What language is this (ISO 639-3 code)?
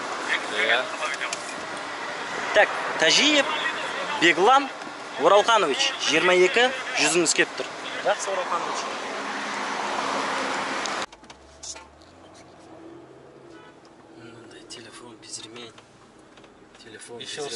kaz